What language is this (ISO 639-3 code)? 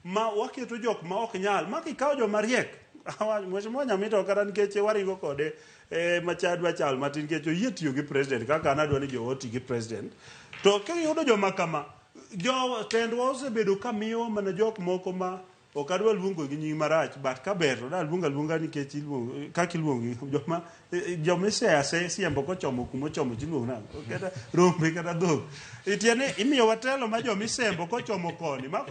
luo